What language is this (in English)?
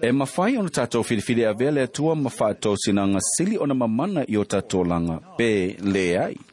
Samoan